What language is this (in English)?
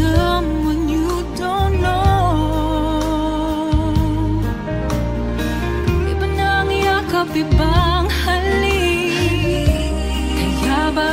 Filipino